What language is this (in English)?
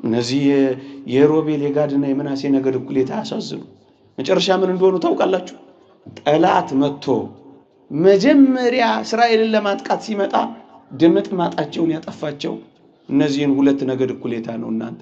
Amharic